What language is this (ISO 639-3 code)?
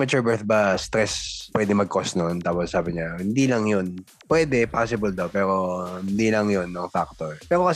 fil